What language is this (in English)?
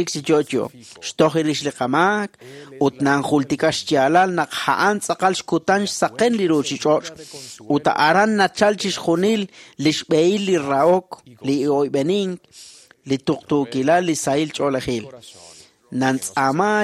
Kekchí